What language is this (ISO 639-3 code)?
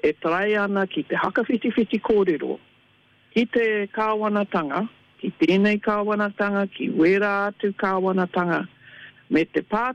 mri